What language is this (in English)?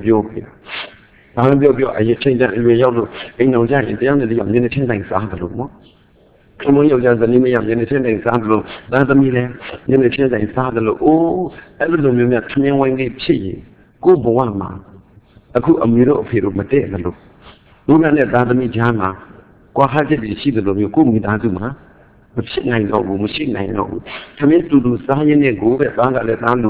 Burmese